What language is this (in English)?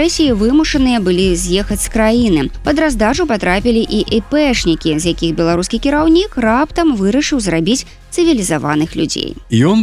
Belarusian